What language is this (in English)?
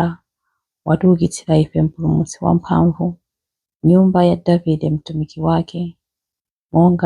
Nyanja